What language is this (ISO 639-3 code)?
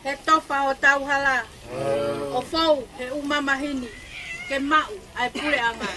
ton